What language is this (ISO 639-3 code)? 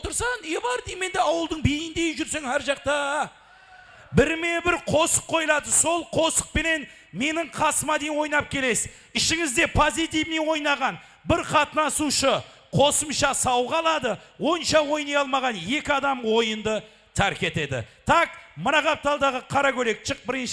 kaa